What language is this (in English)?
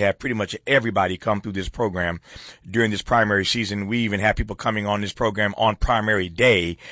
English